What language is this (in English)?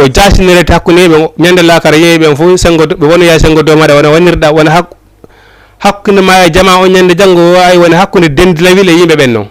Fula